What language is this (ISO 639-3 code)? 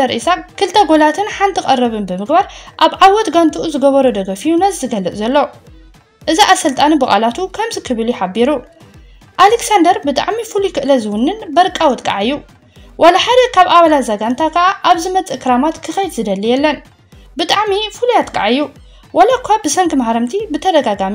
tir